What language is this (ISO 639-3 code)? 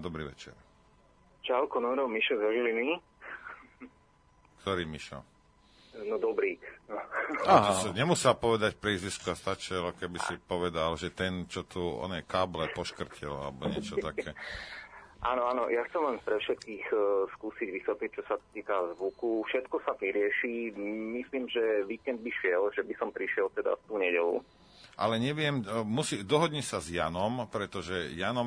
slk